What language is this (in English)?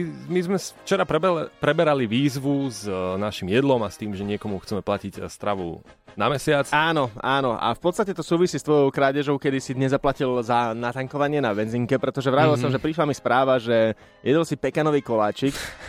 Slovak